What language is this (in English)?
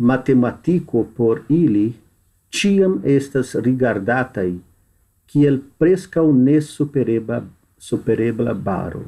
Esperanto